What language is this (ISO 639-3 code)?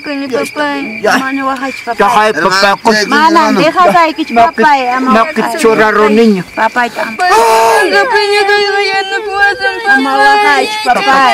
quy